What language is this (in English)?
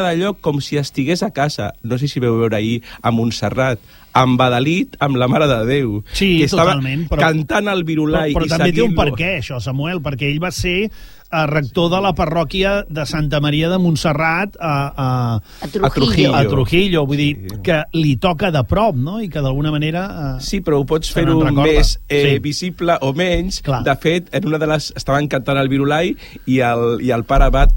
Catalan